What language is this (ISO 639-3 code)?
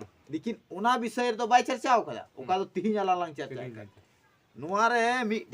sat